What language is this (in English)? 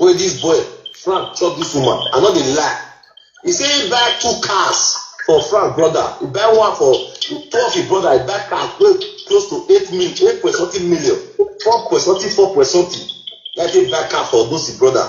Nigerian Pidgin